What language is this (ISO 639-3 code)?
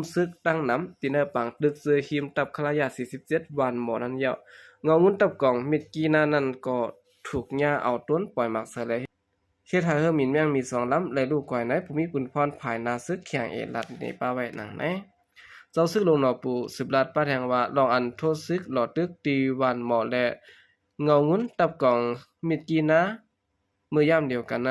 shn